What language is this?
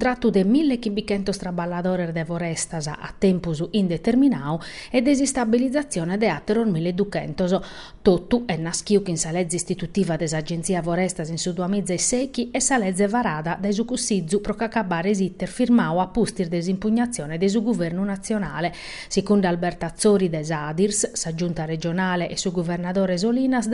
Sardinian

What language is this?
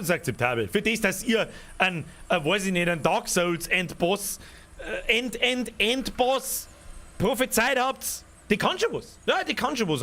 Bavarian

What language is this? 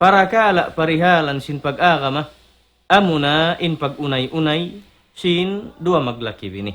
Tausug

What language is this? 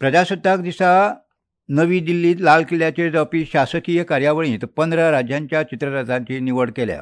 Konkani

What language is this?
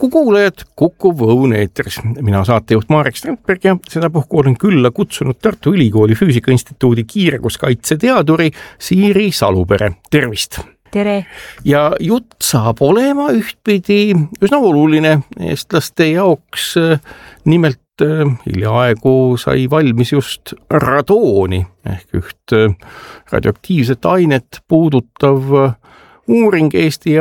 Estonian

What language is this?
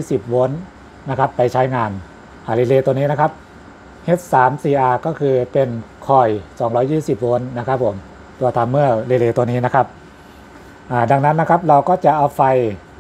Thai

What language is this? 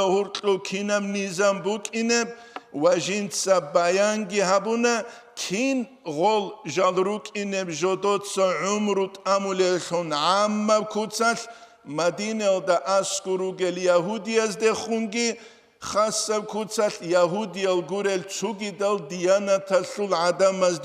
Avaric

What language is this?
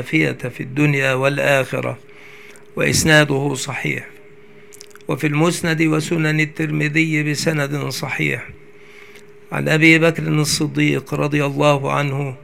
Arabic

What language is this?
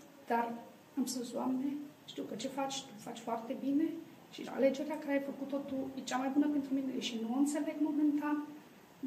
Romanian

